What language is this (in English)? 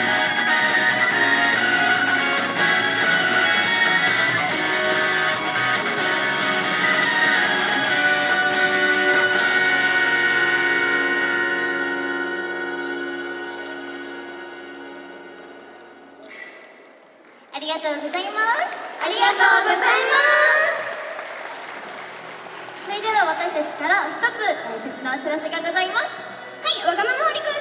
Japanese